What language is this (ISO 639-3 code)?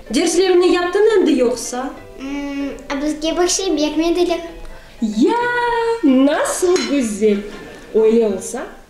crh